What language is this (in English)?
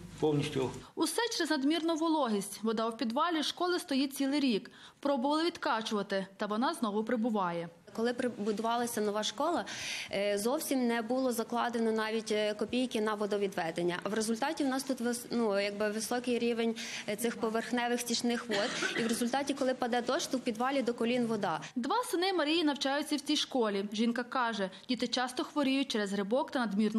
Ukrainian